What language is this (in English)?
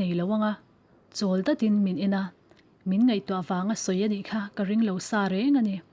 Mizo